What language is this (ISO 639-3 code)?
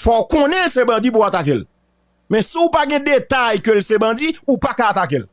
hat